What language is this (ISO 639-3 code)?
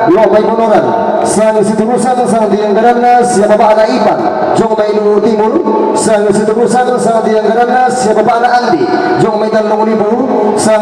sda